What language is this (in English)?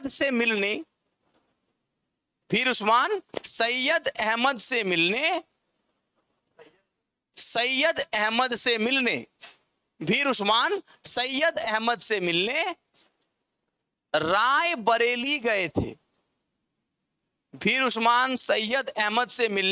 Hindi